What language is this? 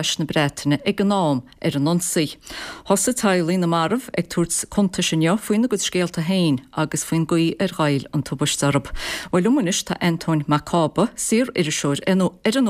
Irish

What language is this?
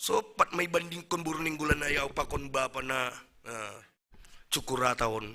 Batak Simalungun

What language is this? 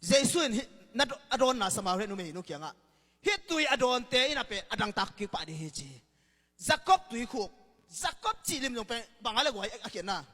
Tedim Chin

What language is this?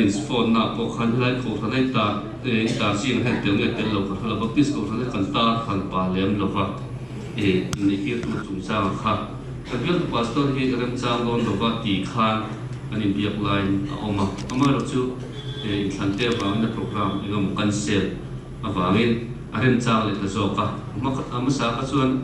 Mizo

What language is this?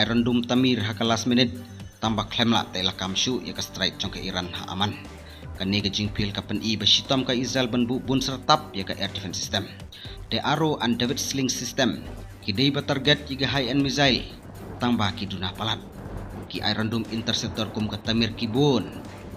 Khasi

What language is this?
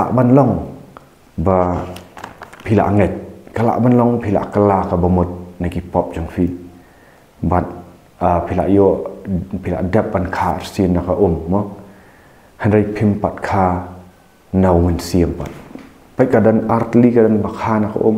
Khasi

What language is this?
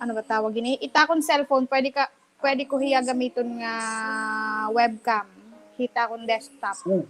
Waray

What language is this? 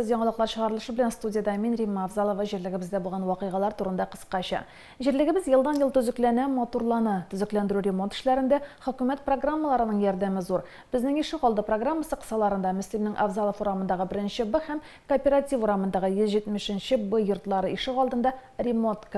Tatar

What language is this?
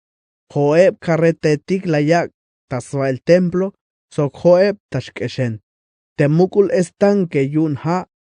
Tzeltal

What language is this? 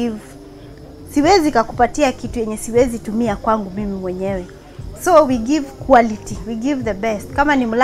Swahili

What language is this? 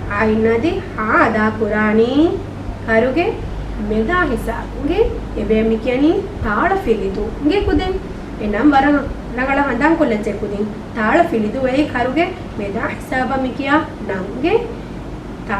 Divehi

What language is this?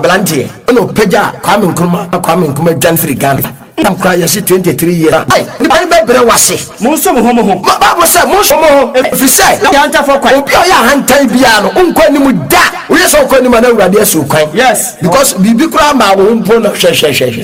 Akan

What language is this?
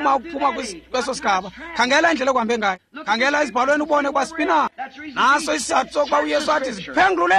Xhosa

